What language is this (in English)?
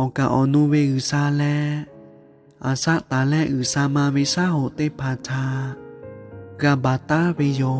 Lahu